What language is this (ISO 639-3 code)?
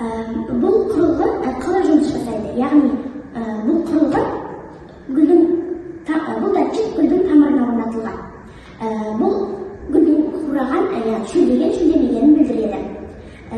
kaz